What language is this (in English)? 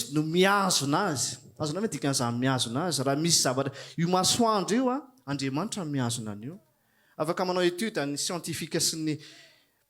Malagasy